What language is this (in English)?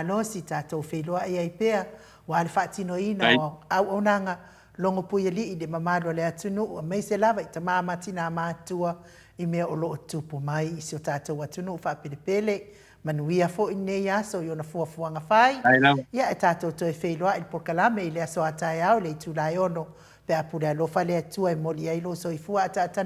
Samoan